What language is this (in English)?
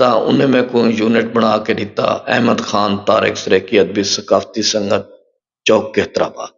Saraiki